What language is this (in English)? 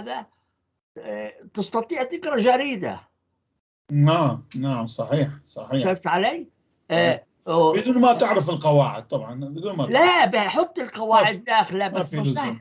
North Levantine Arabic